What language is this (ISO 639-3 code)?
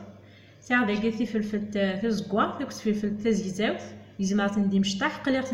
kab